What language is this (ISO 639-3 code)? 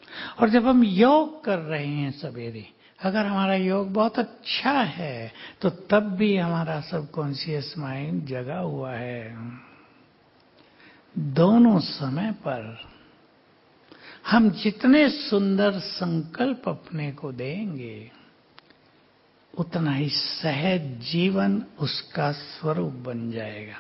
hin